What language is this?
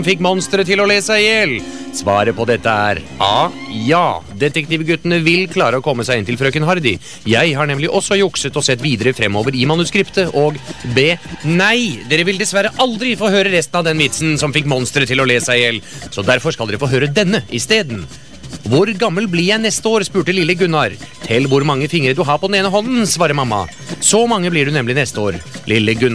Norwegian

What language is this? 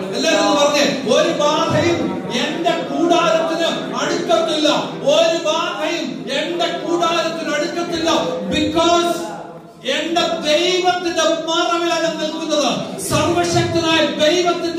Malayalam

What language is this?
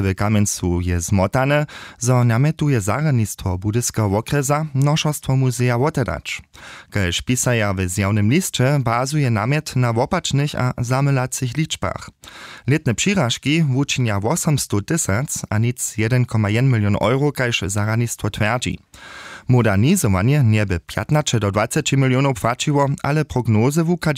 Upper Sorbian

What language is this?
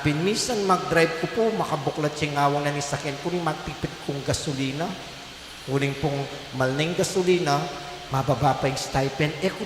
Pampanga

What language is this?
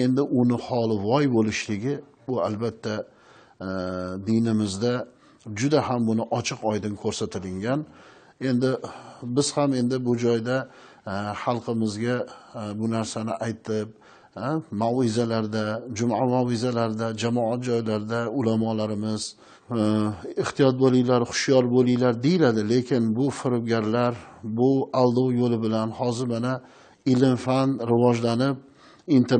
Uzbek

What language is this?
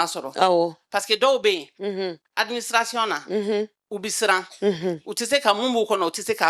Bambara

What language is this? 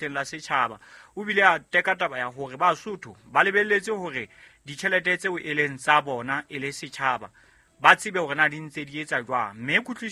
Southern Sotho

